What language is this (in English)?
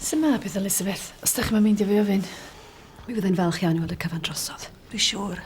Welsh